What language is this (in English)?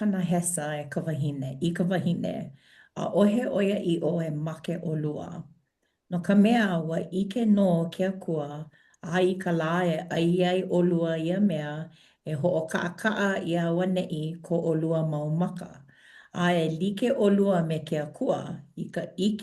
Hawaiian